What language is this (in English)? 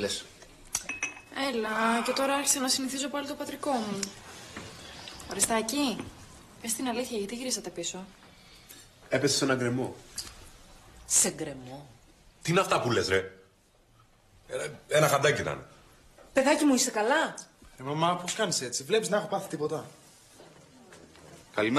Greek